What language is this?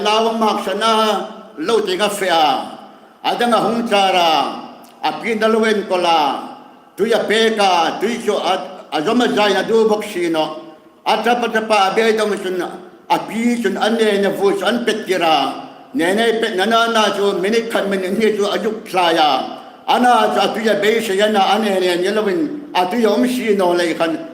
Hmar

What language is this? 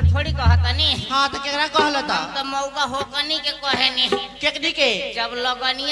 Bhojpuri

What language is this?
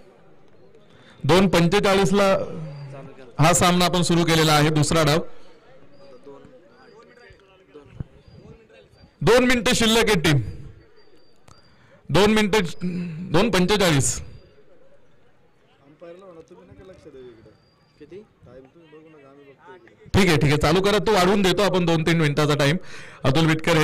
Marathi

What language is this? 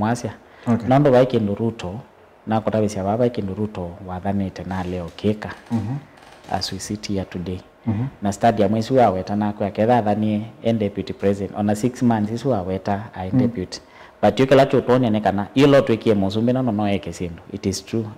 Kamba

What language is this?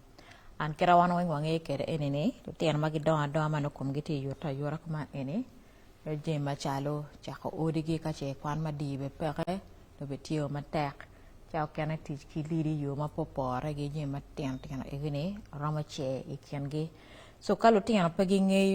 Acoli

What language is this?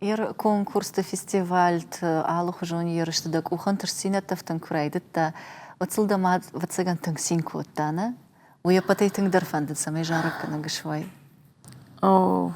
Ossetic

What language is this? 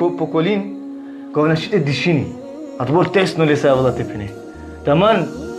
Balkan Romani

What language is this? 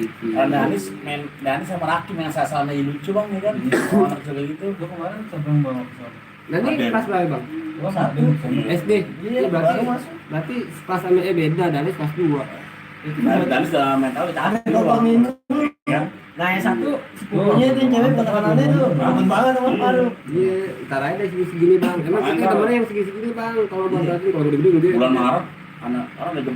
Betawi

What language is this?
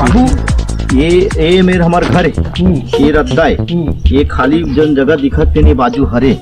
Chhattisgarhi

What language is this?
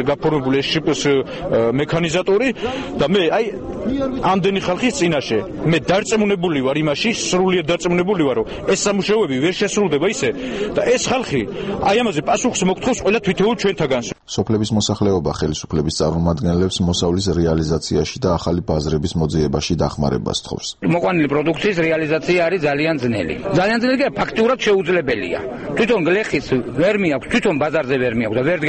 Georgian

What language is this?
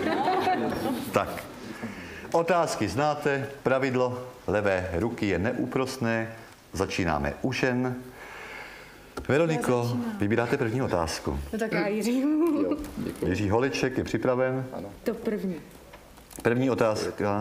Czech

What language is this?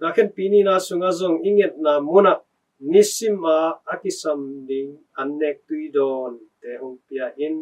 Tedim Chin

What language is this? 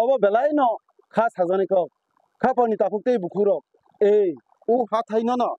Kok Borok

